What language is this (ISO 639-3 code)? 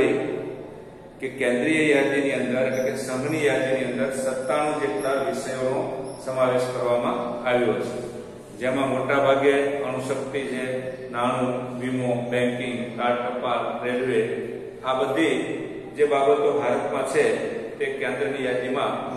guj